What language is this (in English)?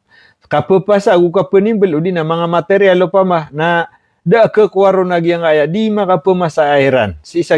Maranao